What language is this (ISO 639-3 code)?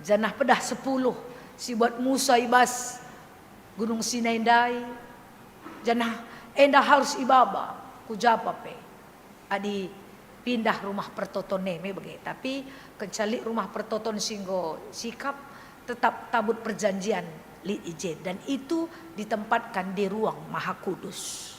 btx